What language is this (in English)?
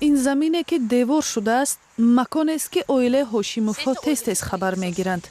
Tajik